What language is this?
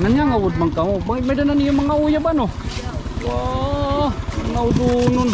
Waray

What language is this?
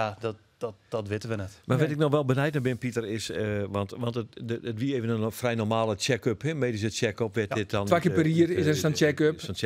Western Frisian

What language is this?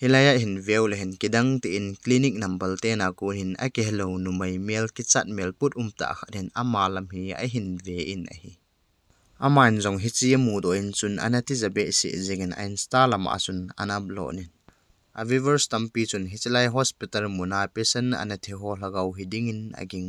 Thado Chin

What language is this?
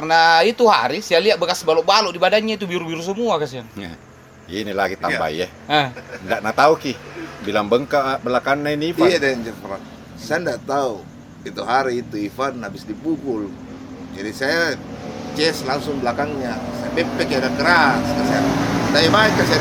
Makassar Malay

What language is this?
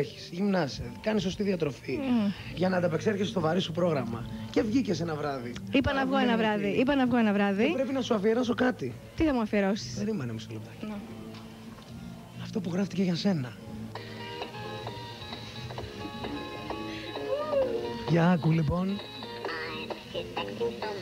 Greek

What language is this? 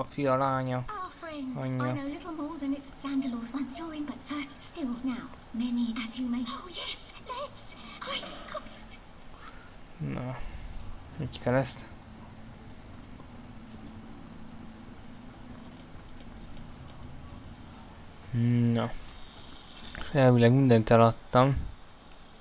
Hungarian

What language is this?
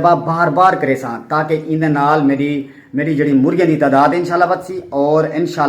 Saraiki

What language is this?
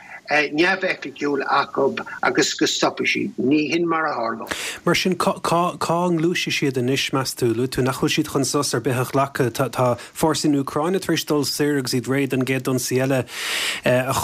Irish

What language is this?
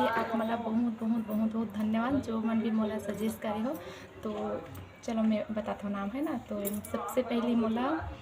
Chhattisgarhi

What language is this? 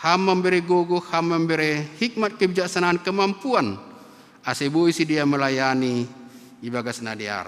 Batak Simalungun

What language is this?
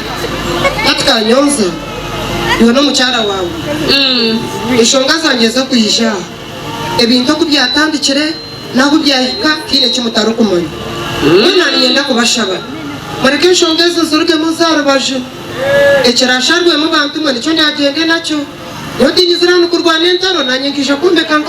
Nyankole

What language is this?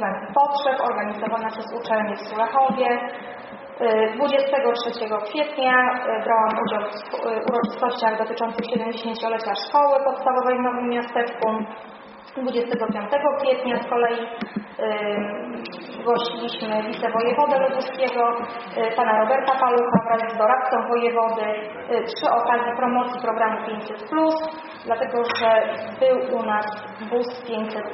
Polish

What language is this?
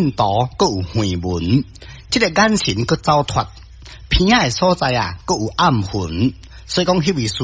Min Nan Chinese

